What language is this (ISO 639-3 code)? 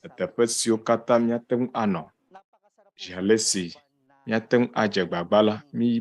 ewe